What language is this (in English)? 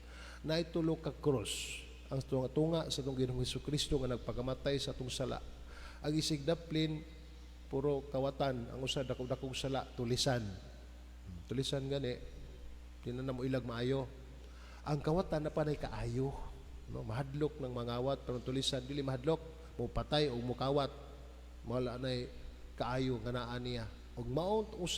Cebuano